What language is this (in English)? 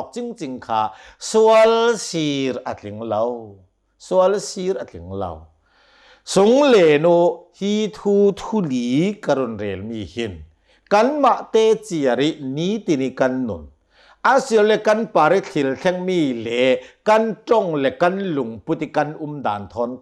Hakha Chin